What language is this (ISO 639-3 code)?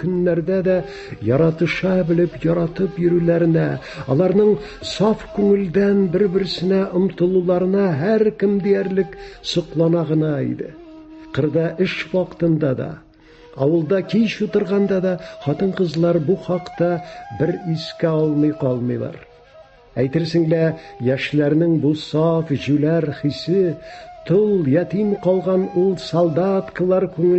tat